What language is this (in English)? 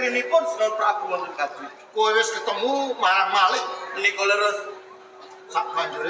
Javanese